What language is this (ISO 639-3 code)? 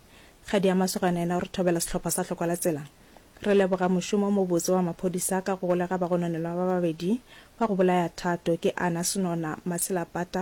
nso